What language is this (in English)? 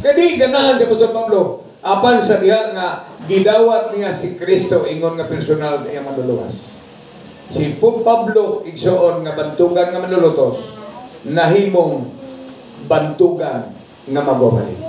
Cebuano